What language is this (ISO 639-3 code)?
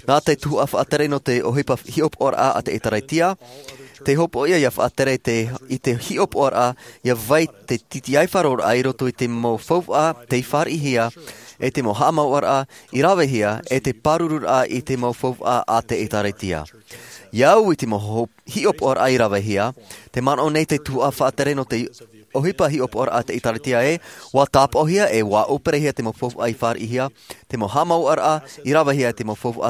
tah